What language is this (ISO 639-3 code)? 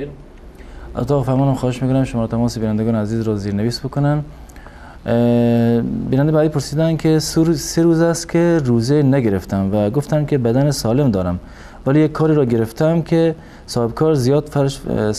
fas